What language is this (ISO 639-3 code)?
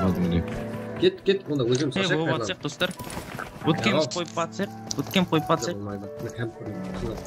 kaa